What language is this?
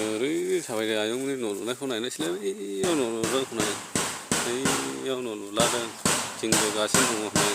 Bodo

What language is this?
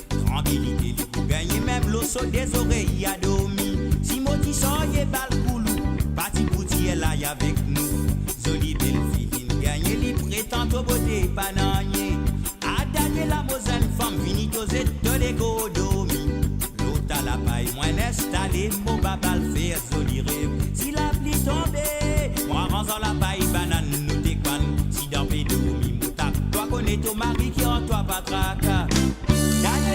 Morisyen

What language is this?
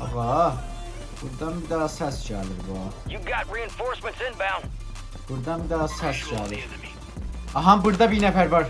South Azerbaijani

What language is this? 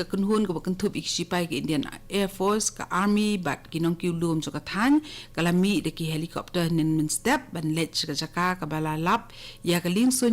Khasi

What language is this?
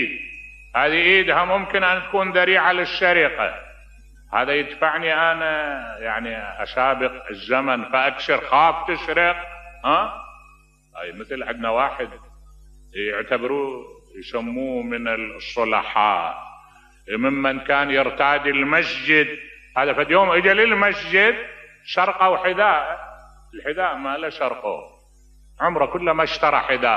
Mesopotamian Arabic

